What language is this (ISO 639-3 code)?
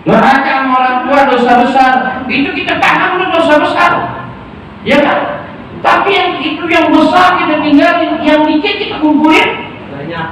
bew